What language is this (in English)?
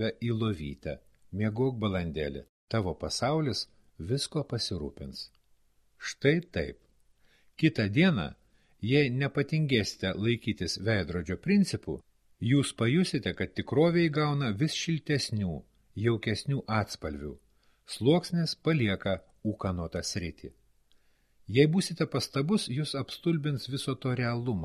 Lithuanian